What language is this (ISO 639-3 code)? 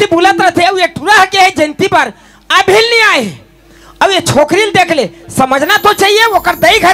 hne